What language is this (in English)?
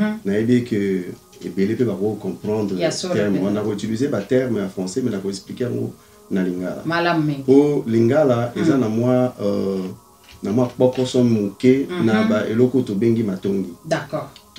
Lingala